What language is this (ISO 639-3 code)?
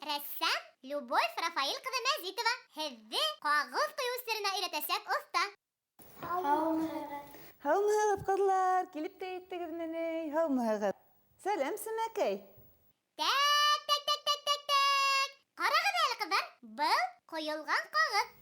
bak